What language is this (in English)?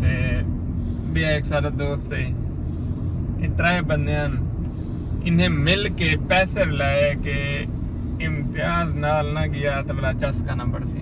Saraiki